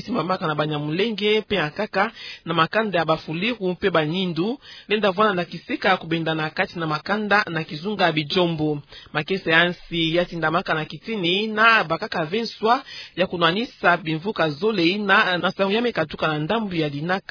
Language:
Kituba (Democratic Republic of Congo)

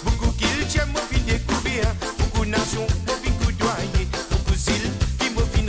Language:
Morisyen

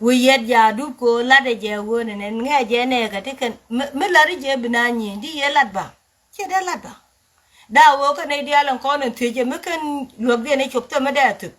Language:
Nuer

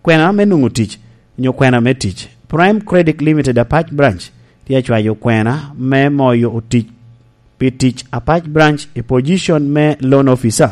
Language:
Lango (Uganda)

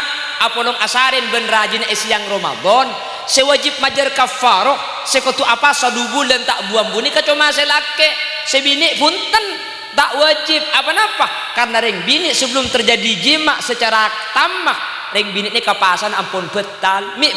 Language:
Madurese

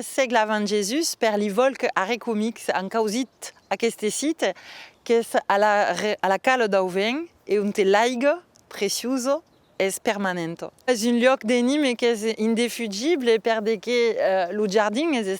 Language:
Occitan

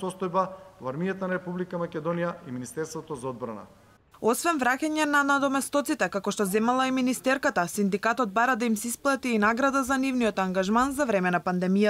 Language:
Macedonian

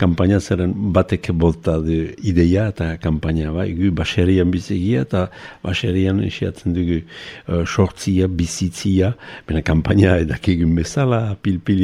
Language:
Basque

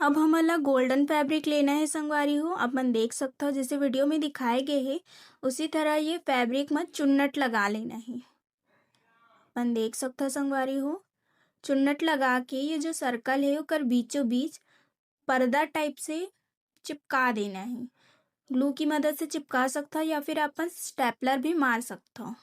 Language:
Chhattisgarhi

